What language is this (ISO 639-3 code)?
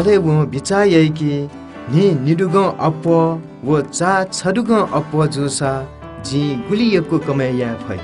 new